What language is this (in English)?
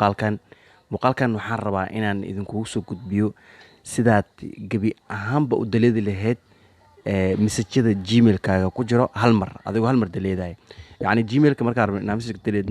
Somali